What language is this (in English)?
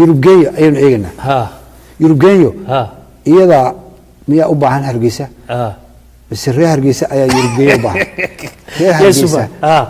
Somali